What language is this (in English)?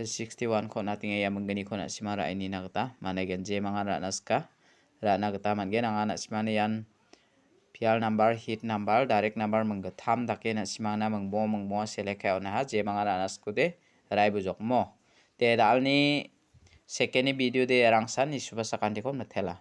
Garo